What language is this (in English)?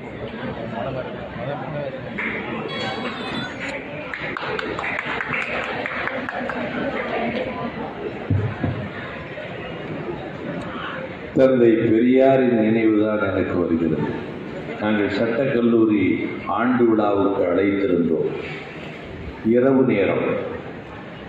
Tamil